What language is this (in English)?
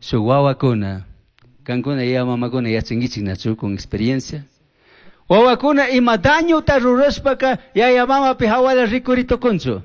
Chimborazo Highland Quichua